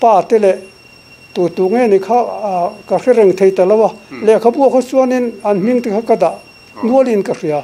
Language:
Mizo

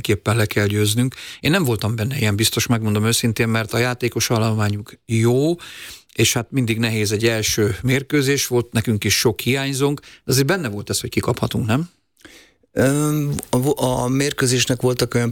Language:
Hungarian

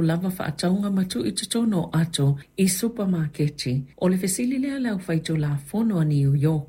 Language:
Samoan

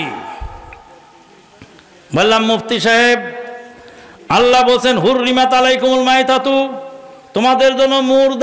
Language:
Bangla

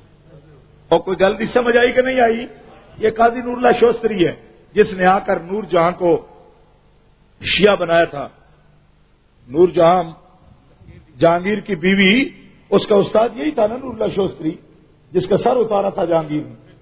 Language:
Urdu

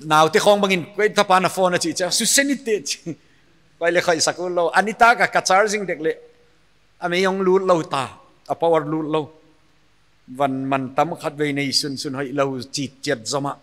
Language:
Paite Chin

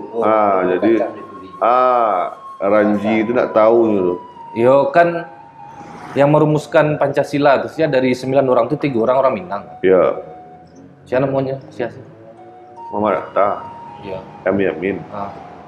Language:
Minangkabau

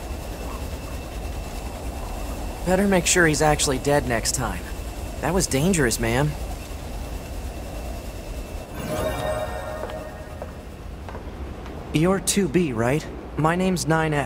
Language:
English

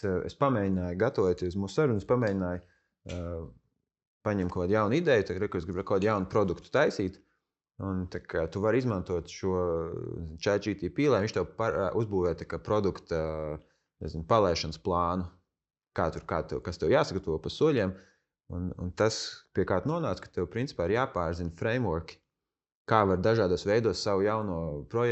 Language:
Latvian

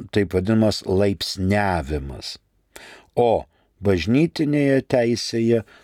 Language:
Lithuanian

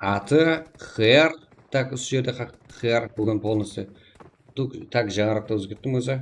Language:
Kara-Kalpak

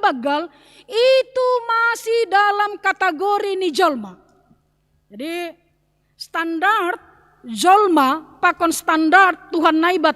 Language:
Batak Simalungun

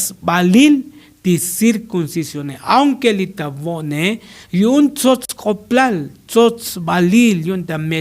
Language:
Tzotzil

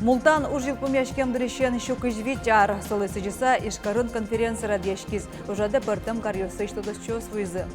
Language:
Udmurt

